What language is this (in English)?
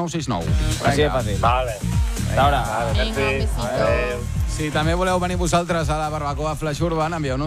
Catalan